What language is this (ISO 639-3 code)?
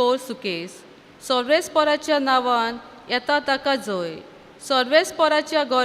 kok